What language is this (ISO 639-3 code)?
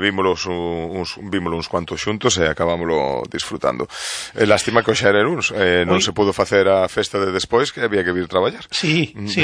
glg